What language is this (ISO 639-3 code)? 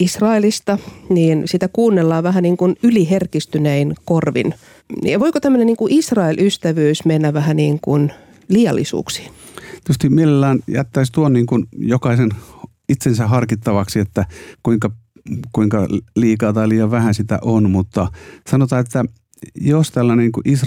fin